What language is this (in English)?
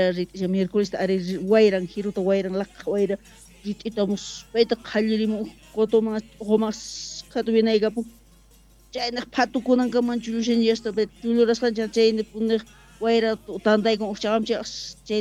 South Bolivian Quechua